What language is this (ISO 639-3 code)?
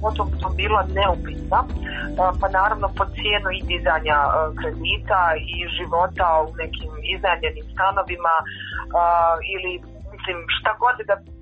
hrv